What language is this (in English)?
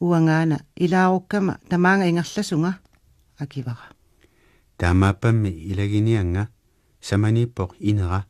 Kalaallisut